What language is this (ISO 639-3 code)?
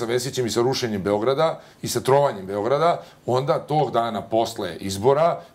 srp